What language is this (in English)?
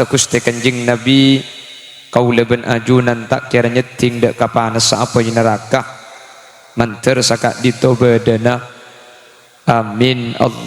Madurese